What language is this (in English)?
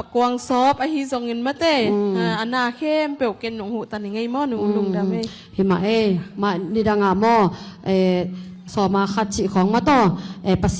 Tedim Chin